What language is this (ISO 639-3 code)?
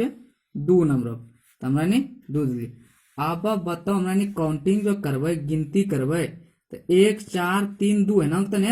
anp